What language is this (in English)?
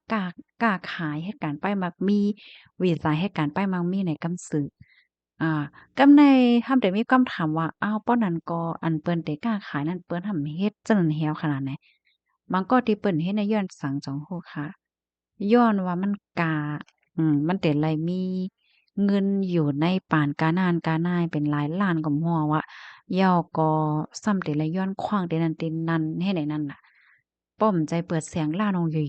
Shan